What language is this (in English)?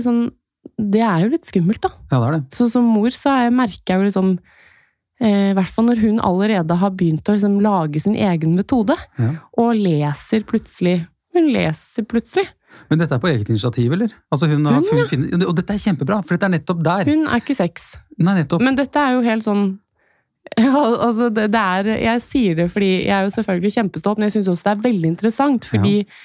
Norwegian